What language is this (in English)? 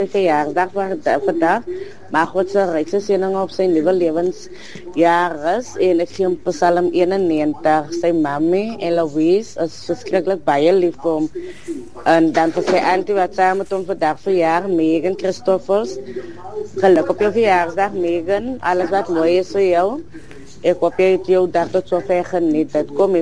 Afrikaans